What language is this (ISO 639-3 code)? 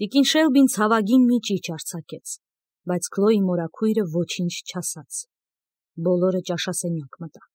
hye